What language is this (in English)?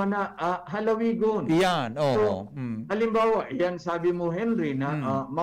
Bikol